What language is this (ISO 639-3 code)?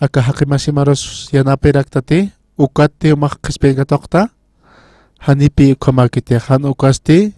aym